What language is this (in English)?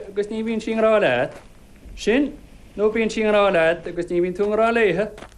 Irish